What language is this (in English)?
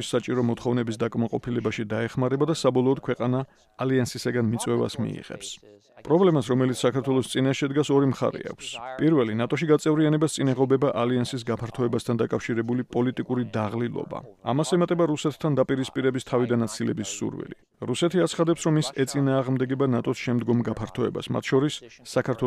Georgian